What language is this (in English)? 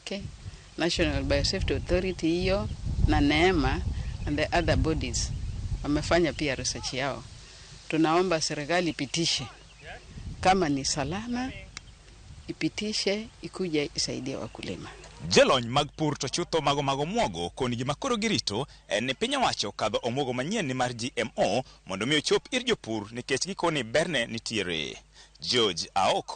Luo (Kenya and Tanzania)